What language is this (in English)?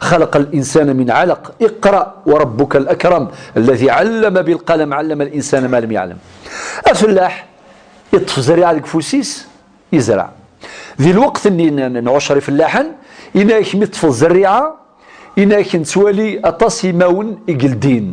Kabyle